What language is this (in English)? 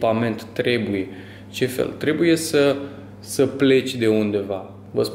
Romanian